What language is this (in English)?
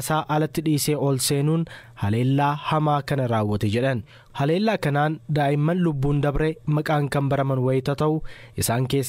Oromo